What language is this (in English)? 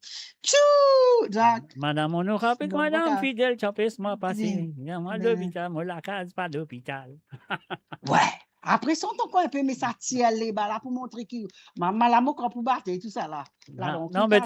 Morisyen